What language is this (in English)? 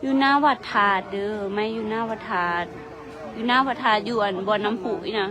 Northeastern Thai